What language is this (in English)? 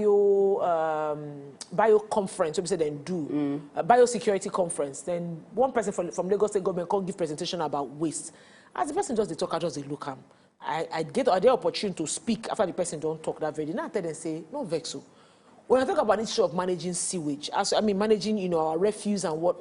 Nigerian Pidgin